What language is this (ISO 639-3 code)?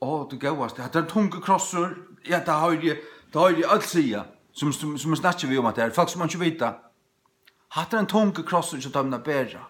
fao